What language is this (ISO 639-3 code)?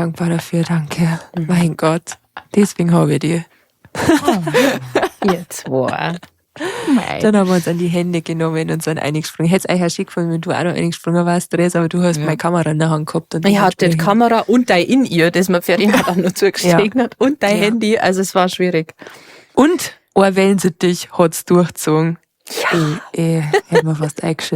bar